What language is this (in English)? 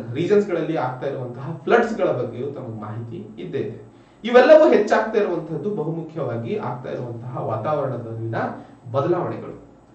Kannada